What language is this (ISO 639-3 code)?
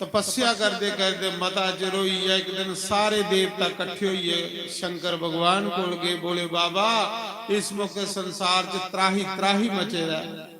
doi